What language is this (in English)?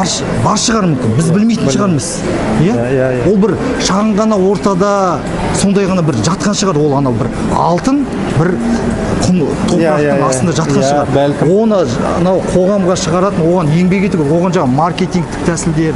Kazakh